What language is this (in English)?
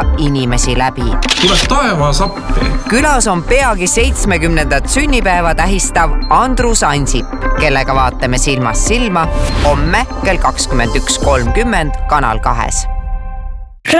Estonian